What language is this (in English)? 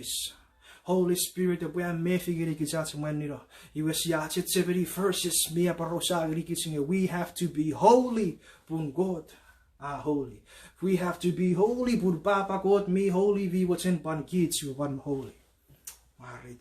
Chuukese